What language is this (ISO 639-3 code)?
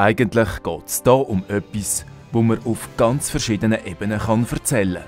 gsw